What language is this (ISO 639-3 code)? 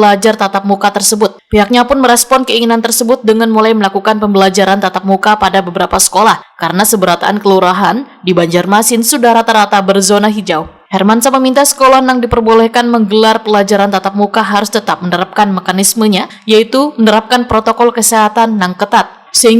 bjn